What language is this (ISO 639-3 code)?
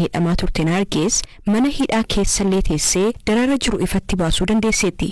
orm